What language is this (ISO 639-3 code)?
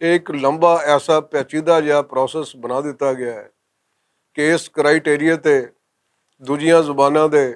lah